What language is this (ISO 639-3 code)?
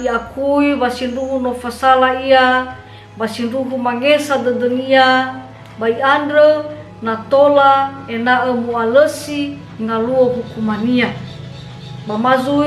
nia